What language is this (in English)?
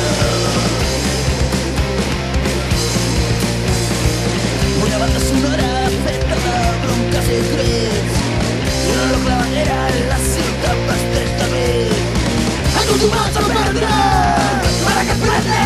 Catalan